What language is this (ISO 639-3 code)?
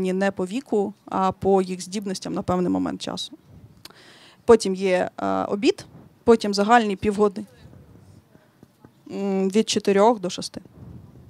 ukr